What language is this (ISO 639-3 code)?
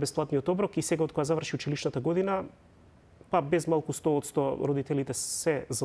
mkd